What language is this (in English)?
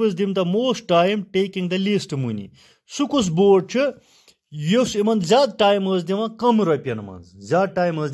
Kashmiri